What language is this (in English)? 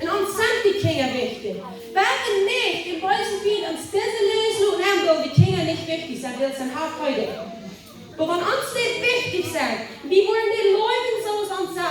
Plautdietsch